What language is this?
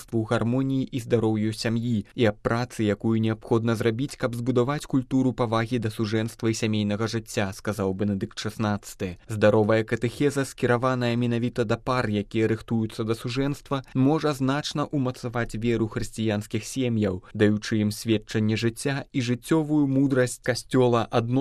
Belarusian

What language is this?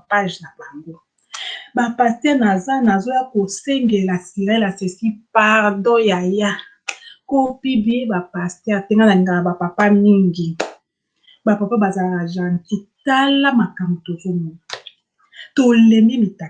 Lingala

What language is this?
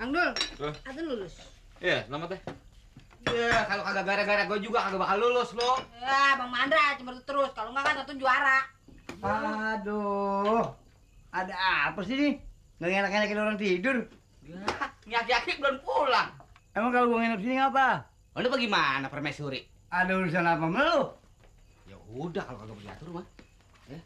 Betawi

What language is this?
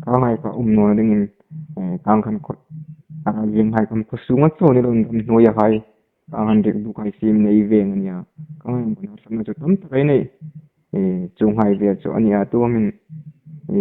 Hmar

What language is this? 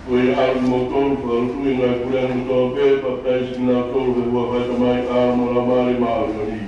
Tongan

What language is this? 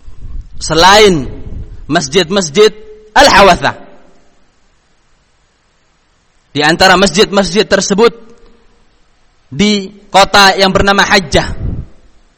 Indonesian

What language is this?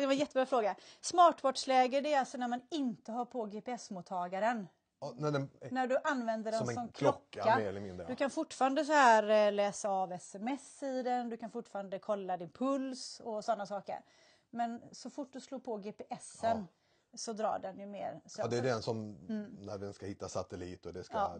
Swedish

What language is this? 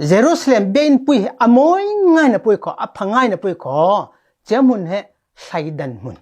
Falam Chin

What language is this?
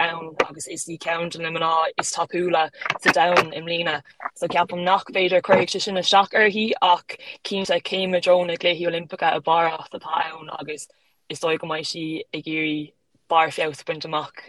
Irish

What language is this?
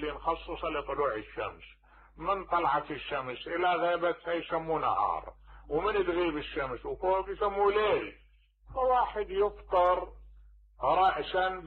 Mesopotamian Arabic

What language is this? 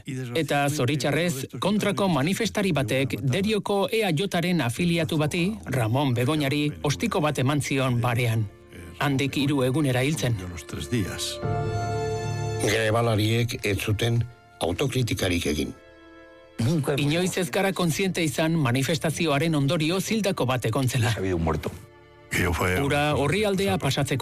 Basque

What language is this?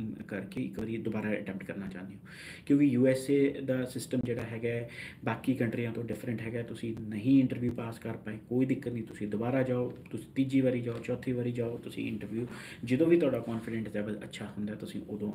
Punjabi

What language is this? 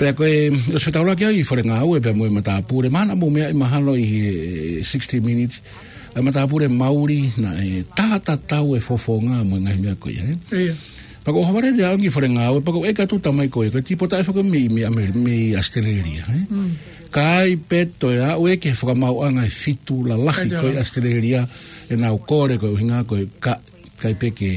Tongan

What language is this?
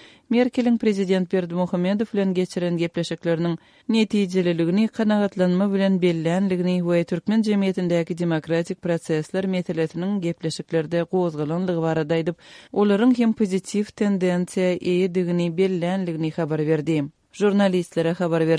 Turkmen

